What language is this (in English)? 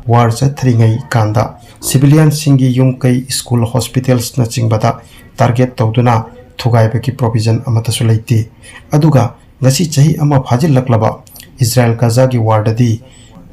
Manipuri